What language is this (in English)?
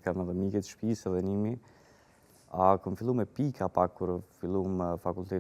Albanian